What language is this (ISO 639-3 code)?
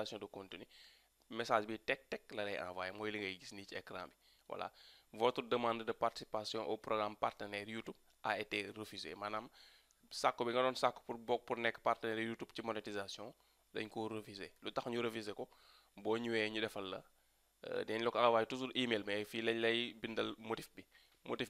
wol